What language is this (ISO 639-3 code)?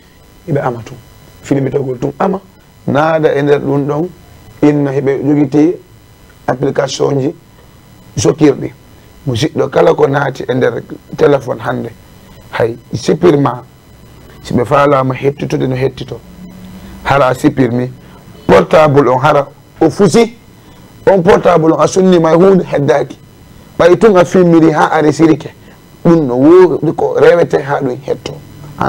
ful